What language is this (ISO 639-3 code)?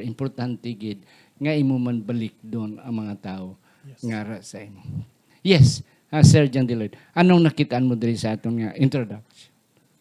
hil